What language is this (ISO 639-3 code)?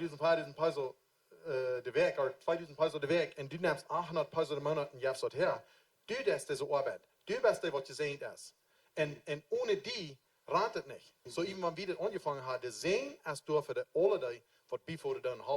pdt